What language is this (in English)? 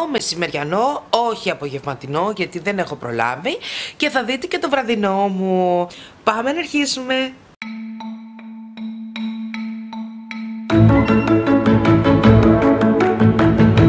Greek